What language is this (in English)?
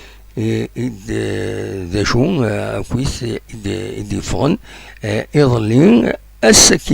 Kabyle